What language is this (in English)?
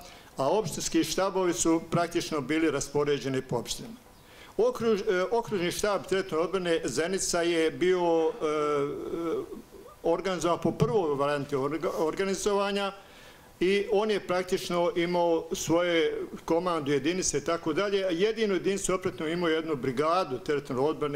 Bosnian